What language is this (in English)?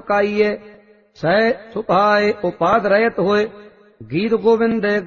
Punjabi